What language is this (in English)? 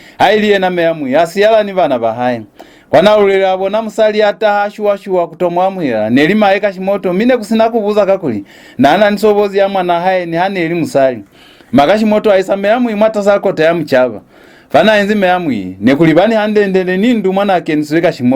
Lozi